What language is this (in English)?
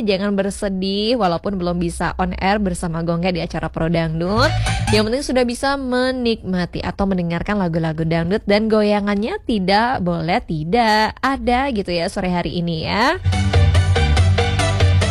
Indonesian